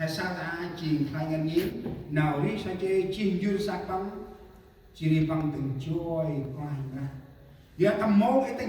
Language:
Central Mnong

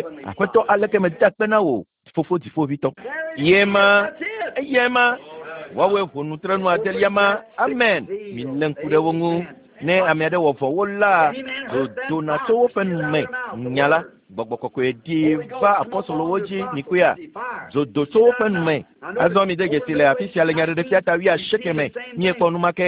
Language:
Ewe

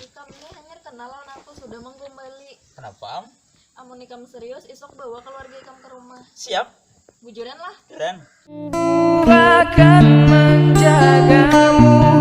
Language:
Banjar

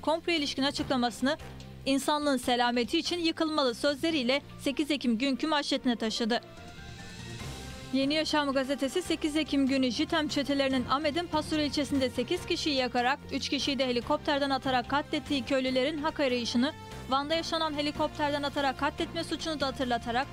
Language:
Turkish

